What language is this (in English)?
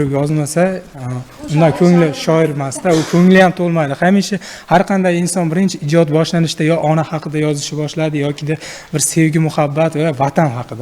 Uzbek